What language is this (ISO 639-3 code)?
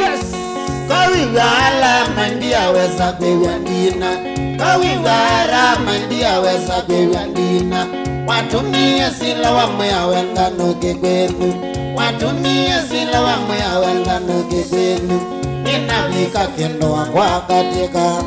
kam